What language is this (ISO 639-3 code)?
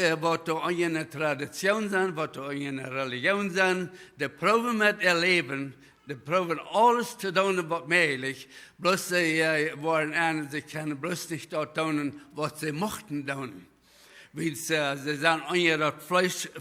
pdt